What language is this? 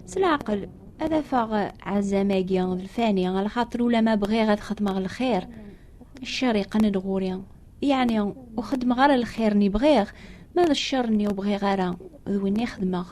Kabyle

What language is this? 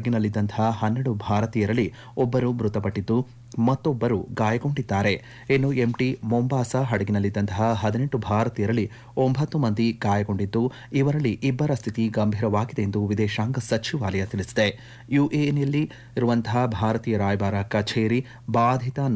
Kannada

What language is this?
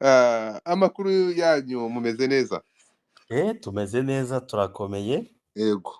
Kinyarwanda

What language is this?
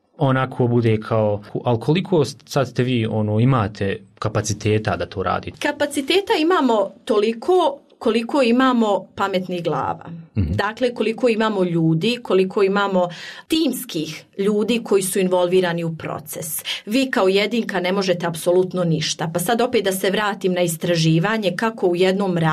Croatian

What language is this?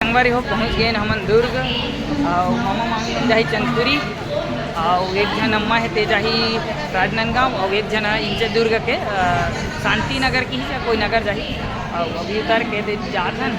Chhattisgarhi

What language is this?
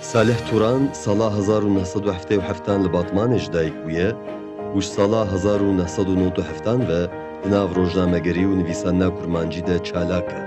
Kurdish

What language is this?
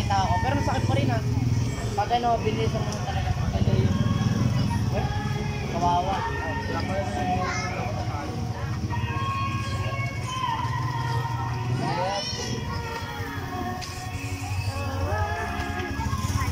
Filipino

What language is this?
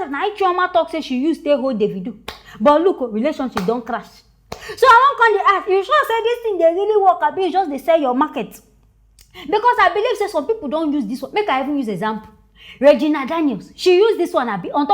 Nigerian Pidgin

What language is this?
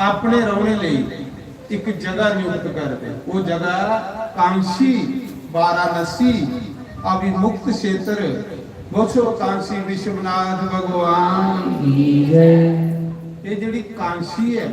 Dogri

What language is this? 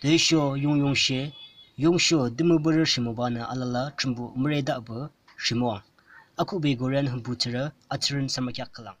Yimchungru Naga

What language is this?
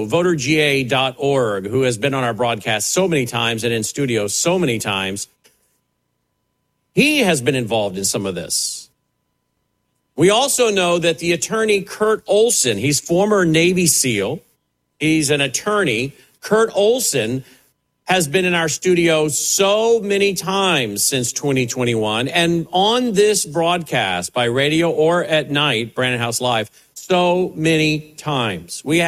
English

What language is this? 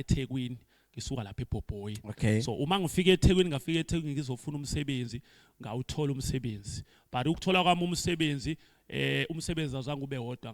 Zulu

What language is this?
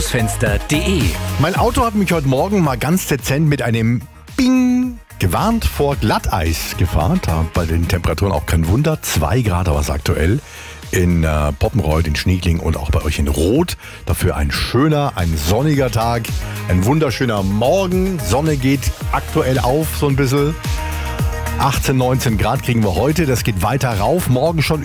German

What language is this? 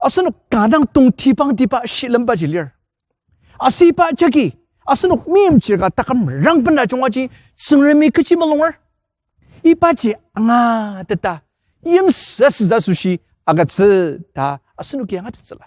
Ao Naga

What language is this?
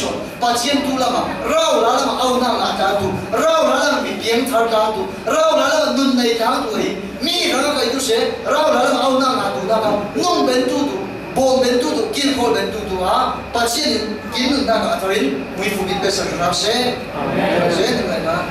Falam Chin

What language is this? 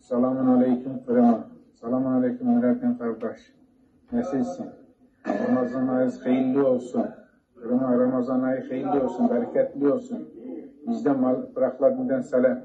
Crimean Tatar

